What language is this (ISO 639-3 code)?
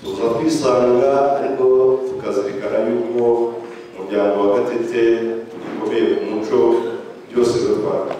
kin